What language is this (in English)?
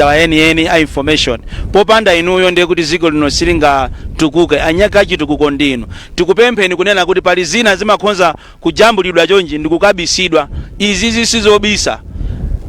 Nyanja